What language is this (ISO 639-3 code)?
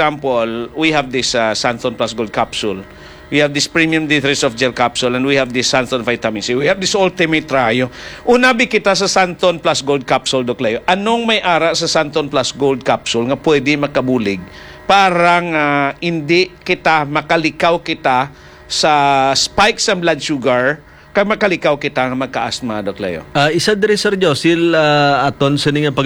hil